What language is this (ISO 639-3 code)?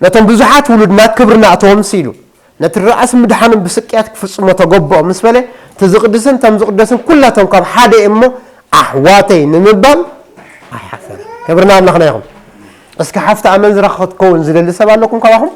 tir